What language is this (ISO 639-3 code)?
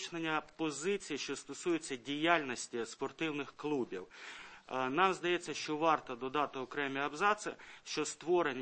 ukr